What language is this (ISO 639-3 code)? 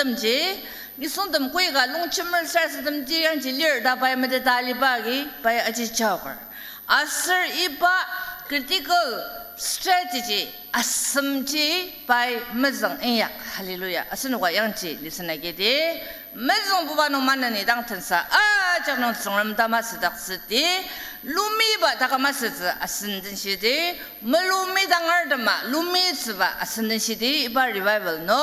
njo